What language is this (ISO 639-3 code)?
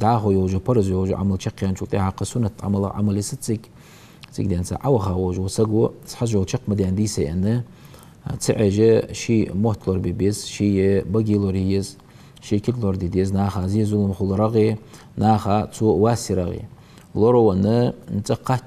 inh